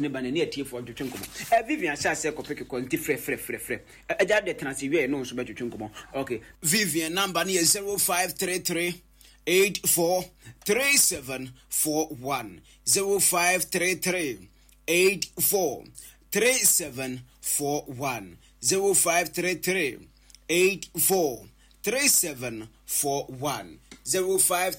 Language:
Akan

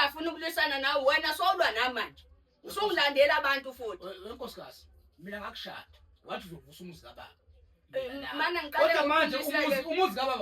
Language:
Zulu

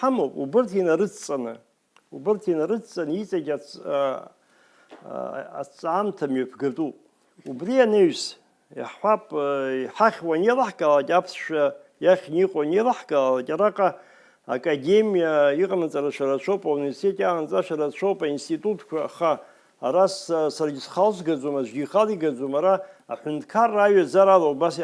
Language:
Abkhazian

